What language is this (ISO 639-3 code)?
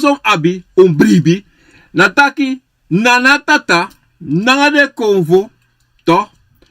srn